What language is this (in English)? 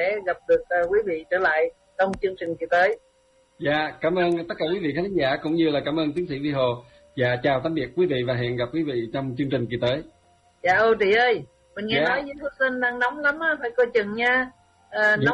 Vietnamese